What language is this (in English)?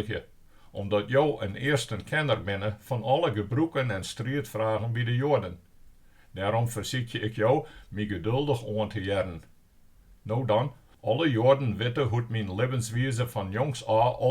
Western Frisian